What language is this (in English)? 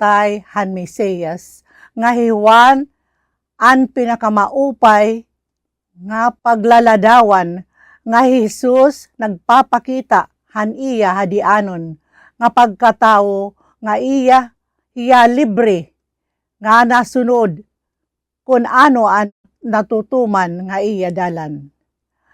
Waray